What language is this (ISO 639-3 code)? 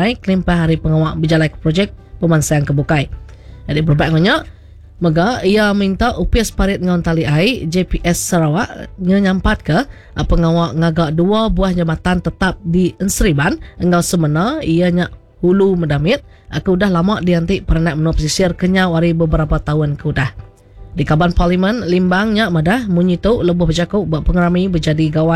iba